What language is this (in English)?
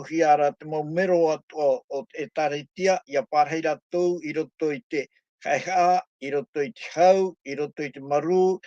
Tahitian